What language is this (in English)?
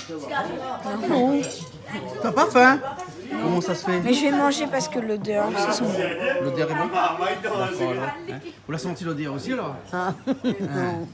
Réunion Creole French